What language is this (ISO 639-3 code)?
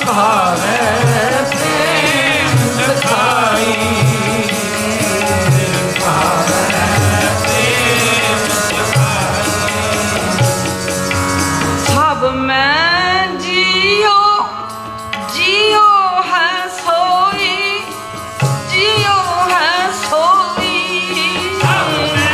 pan